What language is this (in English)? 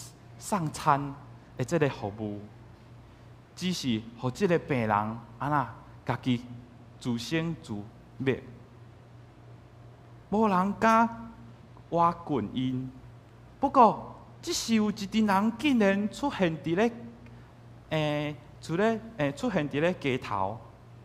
Min Nan Chinese